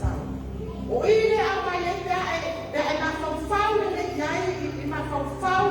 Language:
Samoan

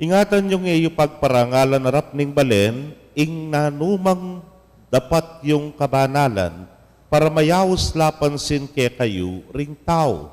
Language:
Pampanga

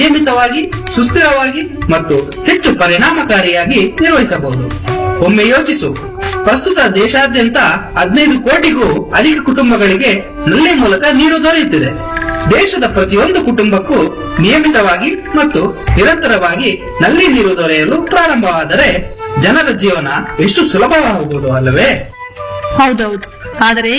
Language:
Kannada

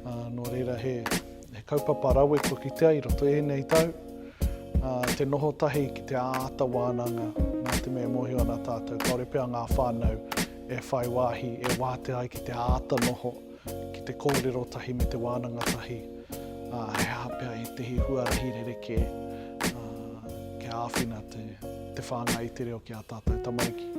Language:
Māori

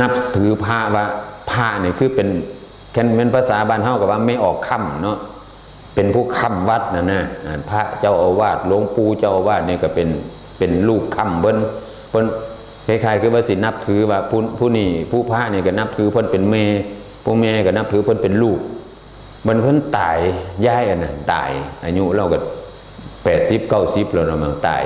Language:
Northeastern Thai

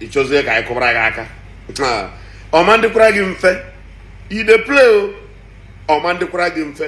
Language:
Igbo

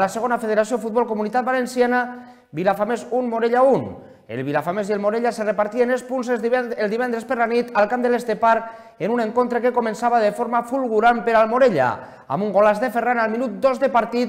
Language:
Catalan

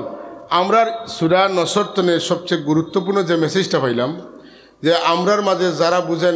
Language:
Sylheti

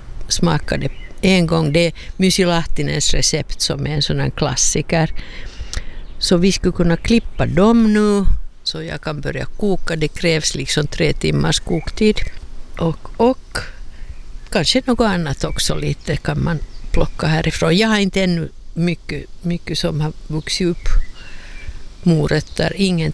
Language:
Swedish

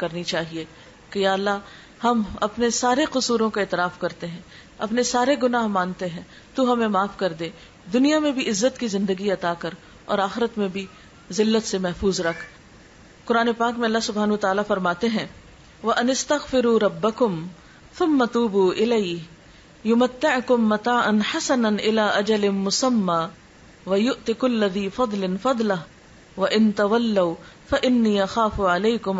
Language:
Urdu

